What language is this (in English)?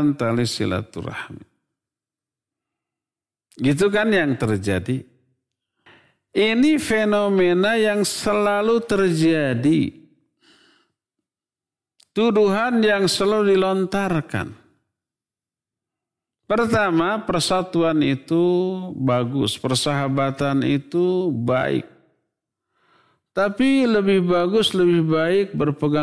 Indonesian